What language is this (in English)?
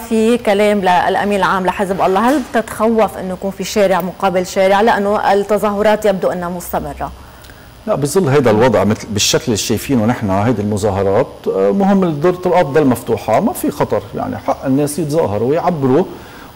North Levantine Arabic